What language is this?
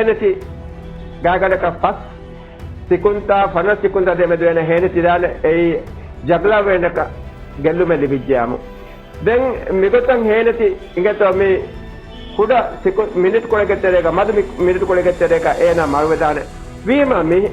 Divehi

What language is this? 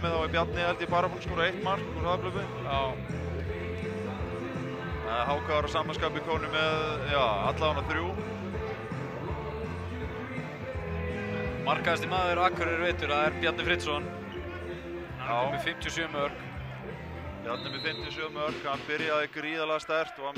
Icelandic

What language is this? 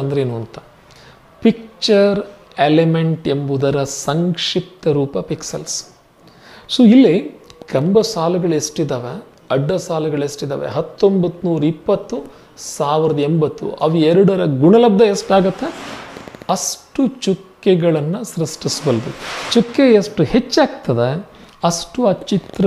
Kannada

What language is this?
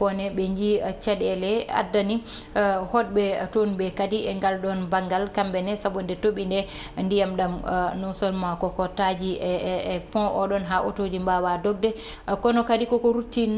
Fula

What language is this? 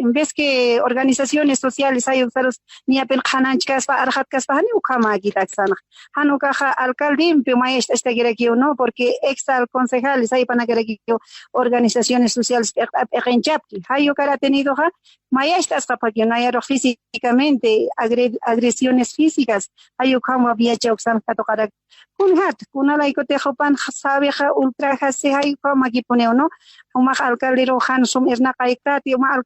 Aymara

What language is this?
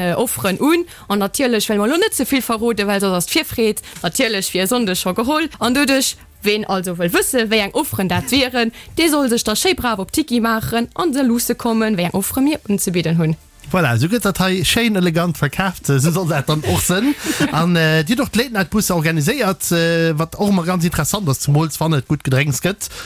Luxembourgish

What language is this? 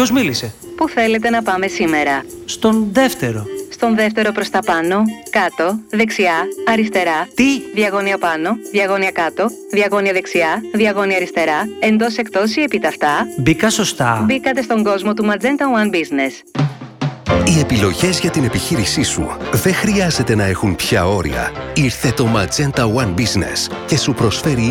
Greek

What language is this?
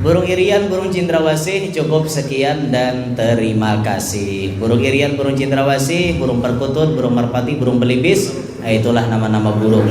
Banjar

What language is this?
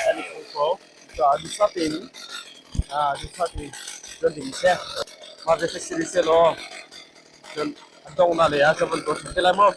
Hakha Chin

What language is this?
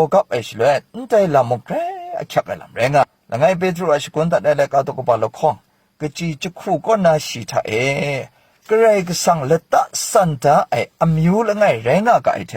Kachin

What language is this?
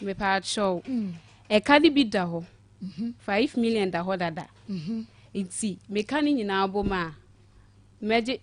Akan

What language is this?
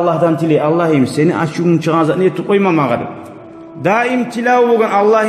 Kumyk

